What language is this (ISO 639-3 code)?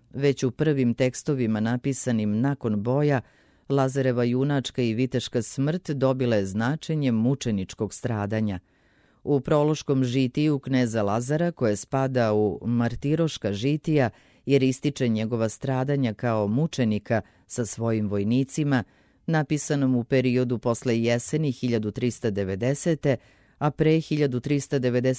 srp